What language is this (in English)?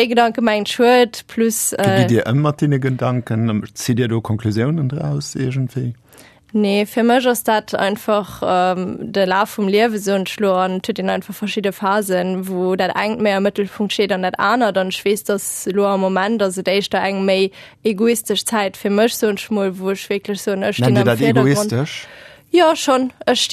Luxembourgish